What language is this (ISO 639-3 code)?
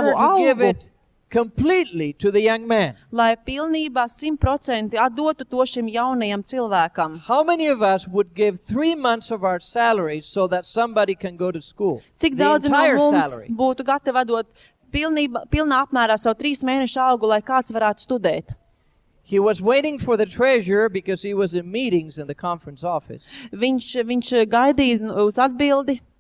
lav